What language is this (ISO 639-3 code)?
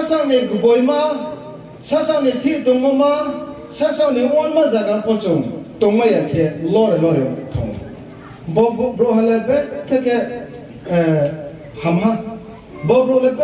ria